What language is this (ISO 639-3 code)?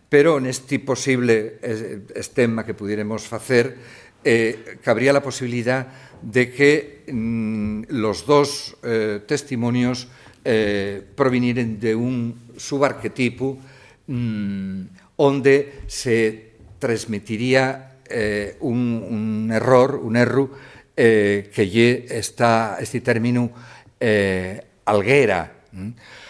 ast